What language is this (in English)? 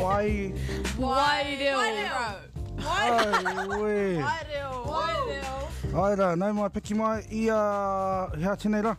Māori